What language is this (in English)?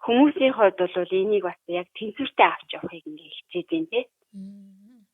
Mongolian